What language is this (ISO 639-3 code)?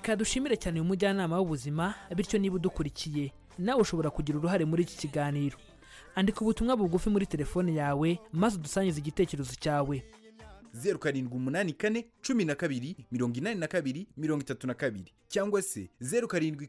kin